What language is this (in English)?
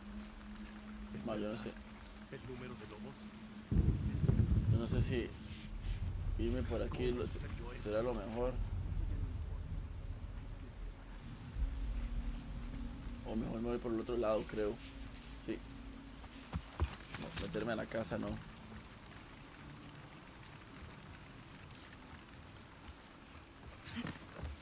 Spanish